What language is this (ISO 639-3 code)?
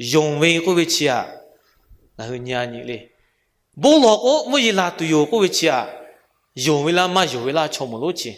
lhu